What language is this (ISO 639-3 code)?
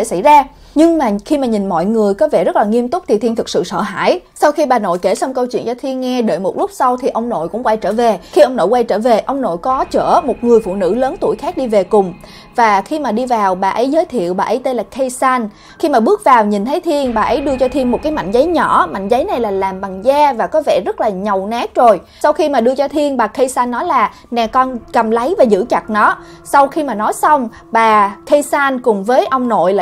vie